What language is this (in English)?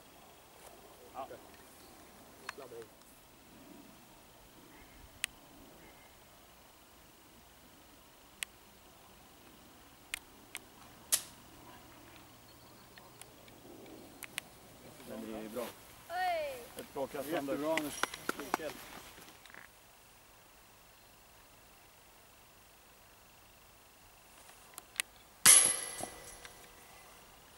Swedish